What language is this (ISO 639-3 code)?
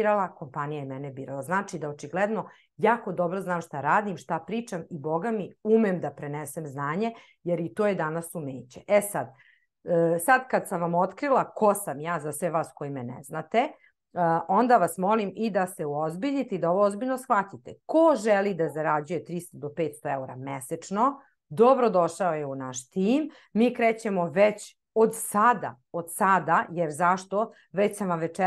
srp